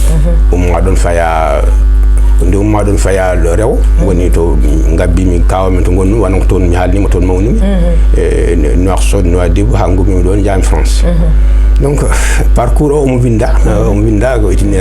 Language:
Fula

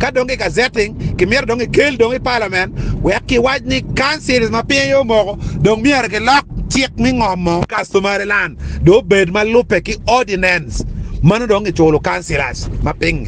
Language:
Acoli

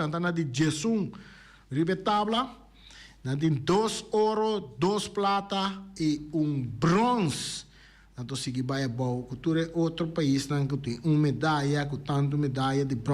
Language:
Papiamento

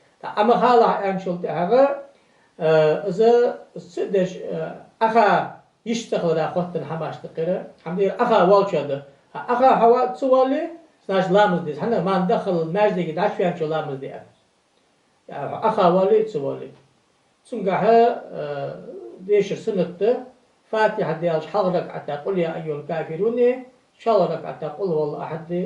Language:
Ingush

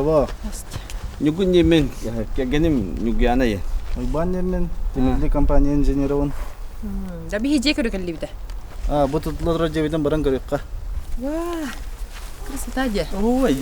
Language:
Yakut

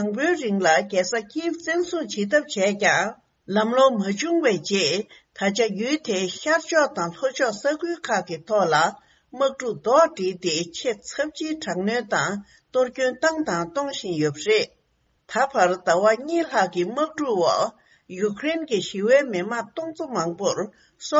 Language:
Tibetan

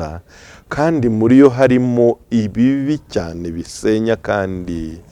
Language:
Kinyarwanda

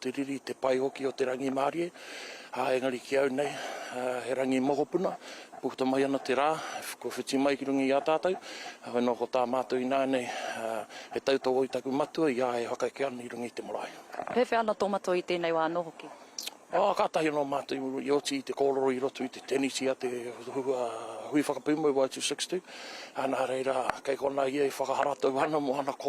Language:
Māori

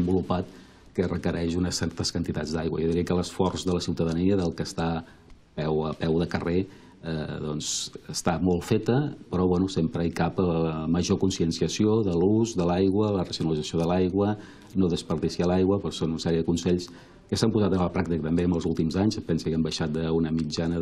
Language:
Catalan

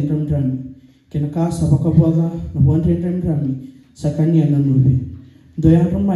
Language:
Fijian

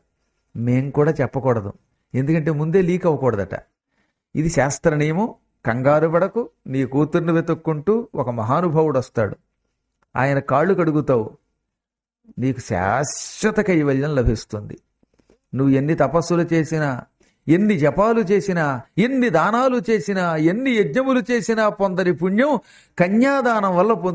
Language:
Telugu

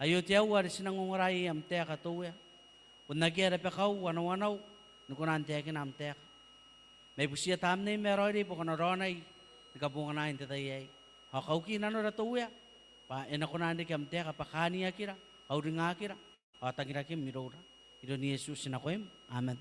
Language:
Gilbertese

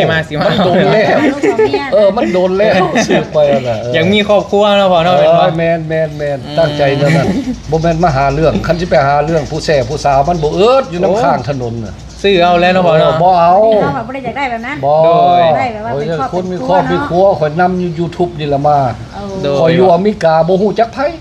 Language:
Northeastern Thai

